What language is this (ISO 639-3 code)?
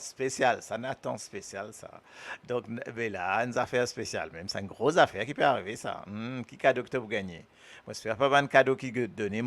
mfe